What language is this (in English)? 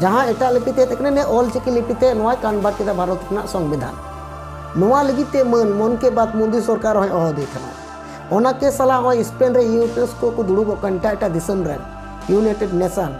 Santali